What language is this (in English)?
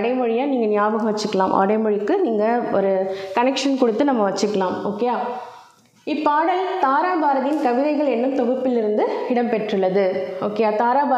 Tamil